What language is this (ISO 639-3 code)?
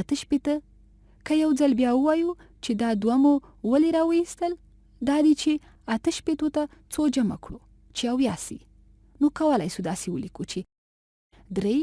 pus